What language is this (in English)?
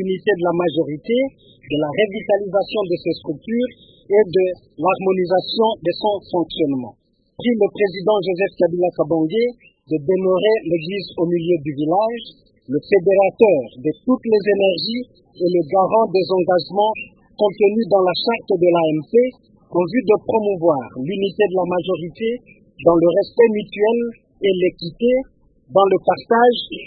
French